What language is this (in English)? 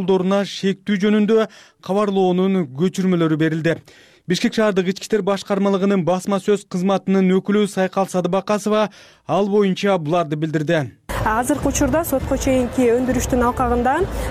Kyrgyz